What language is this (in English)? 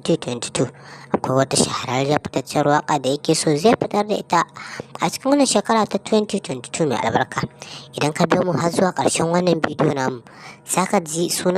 Hausa